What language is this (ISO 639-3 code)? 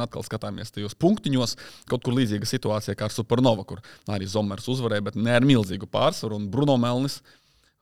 lav